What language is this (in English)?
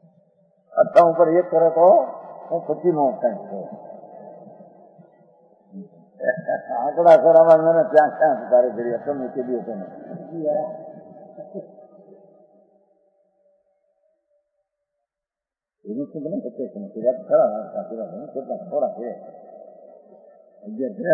Gujarati